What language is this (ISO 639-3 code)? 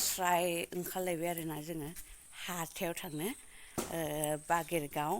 brx